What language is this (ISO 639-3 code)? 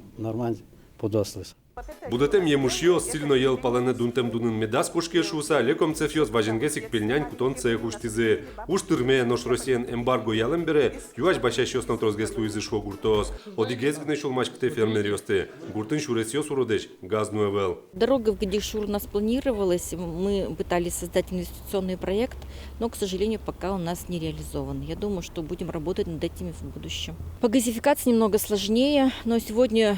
udm